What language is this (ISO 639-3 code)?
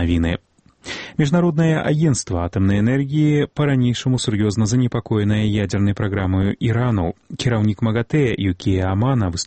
bel